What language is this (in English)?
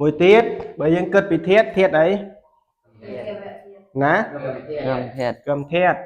Khmer